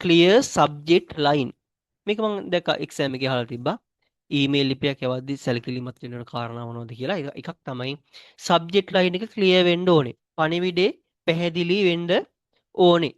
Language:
Sinhala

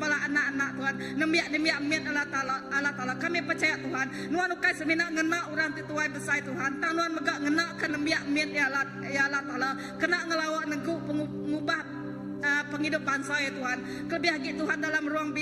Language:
Iban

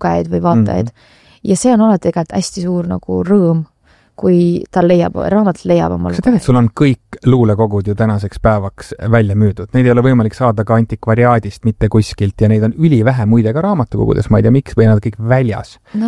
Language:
Estonian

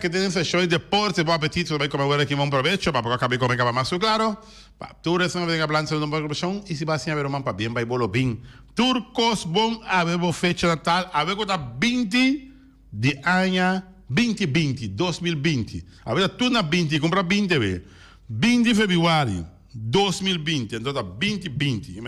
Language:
Papiamento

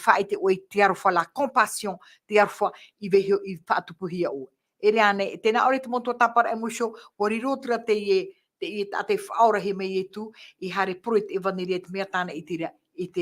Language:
Tahitian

